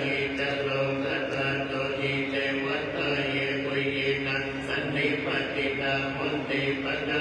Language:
Pali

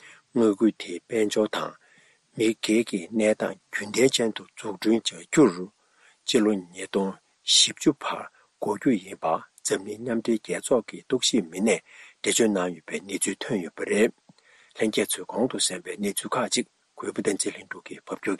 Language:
Tibetan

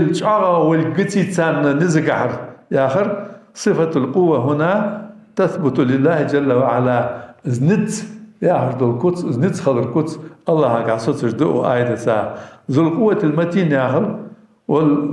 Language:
Ingush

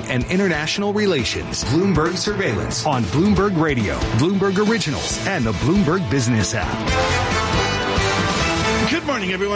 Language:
English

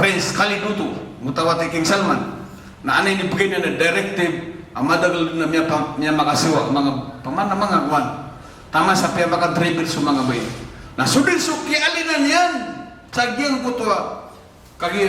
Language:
Maranao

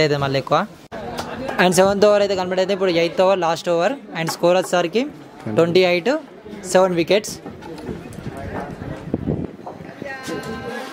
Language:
Telugu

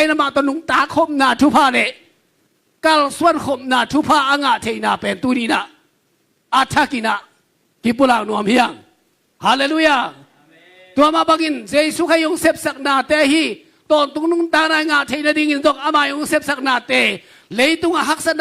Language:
Tedim Chin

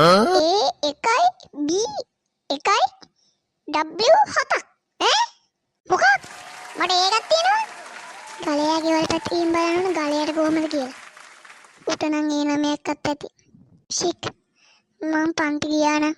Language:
Sinhala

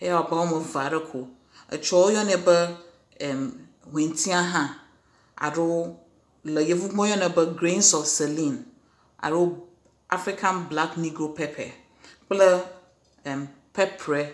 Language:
Ewe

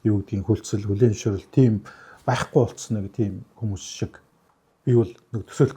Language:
Mongolian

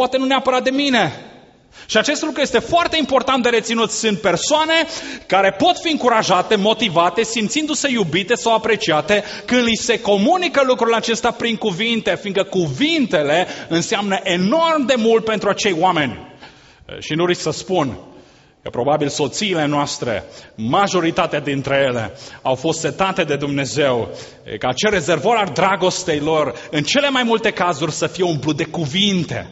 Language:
Romanian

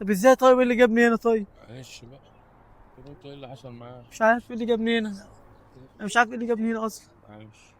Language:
Egyptian Arabic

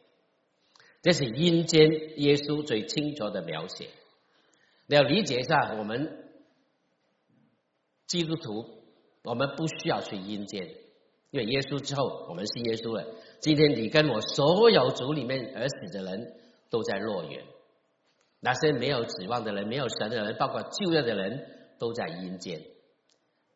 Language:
Chinese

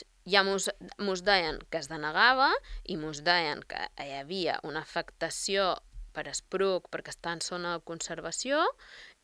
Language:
Catalan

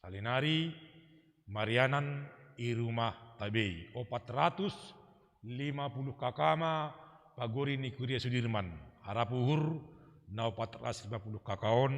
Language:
Batak Simalungun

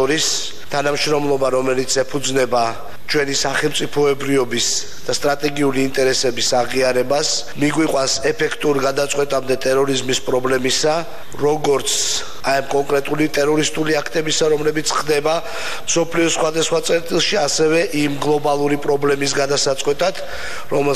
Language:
Georgian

